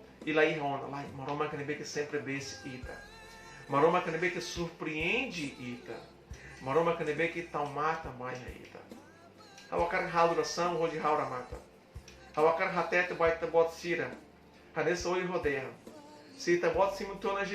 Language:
Tetum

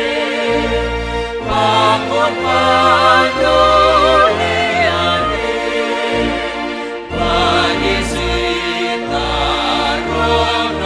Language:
Batak Simalungun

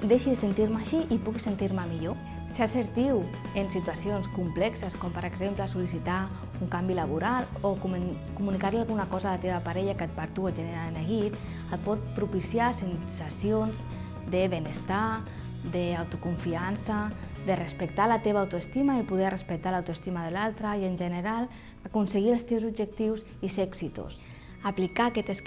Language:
Catalan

